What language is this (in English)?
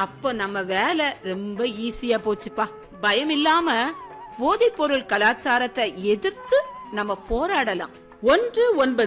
Tamil